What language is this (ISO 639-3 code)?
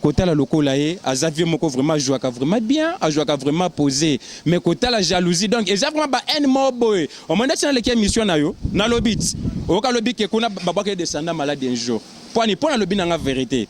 lin